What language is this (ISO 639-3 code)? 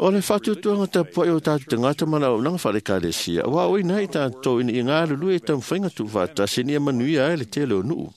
smo